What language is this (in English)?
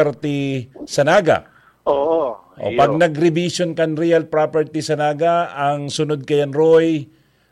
Bikol